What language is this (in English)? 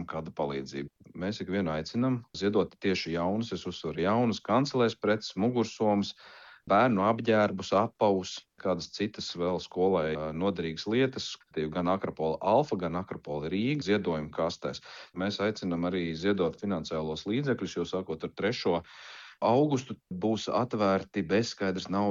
Latvian